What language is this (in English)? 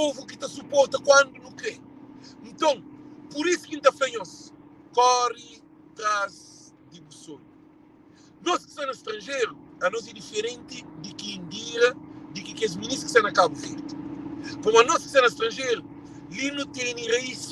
Kabuverdianu